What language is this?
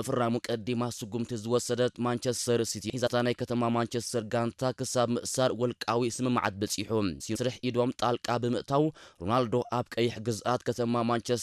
Tigrinya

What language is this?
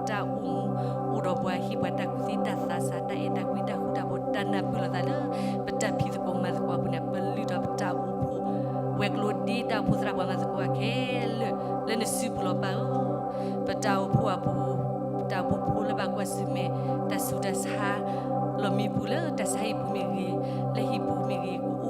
S'gaw Karen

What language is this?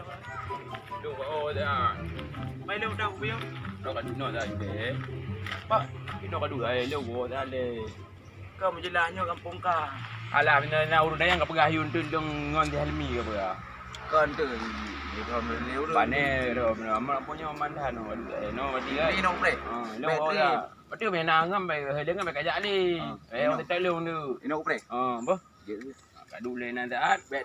Achinese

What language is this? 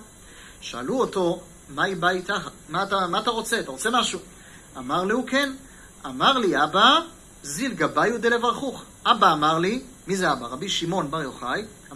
Hebrew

